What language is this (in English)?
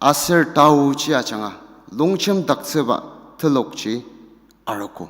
Ao Naga